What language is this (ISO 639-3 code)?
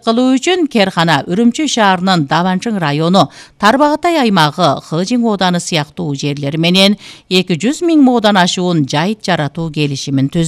kir